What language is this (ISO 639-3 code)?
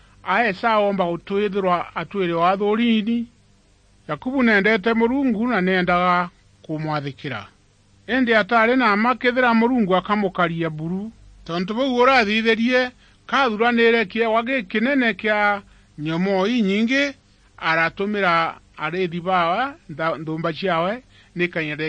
mer